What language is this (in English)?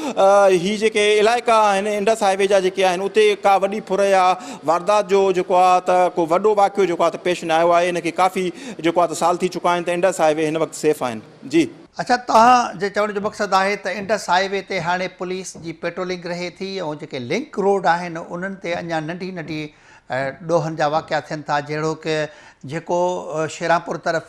Sindhi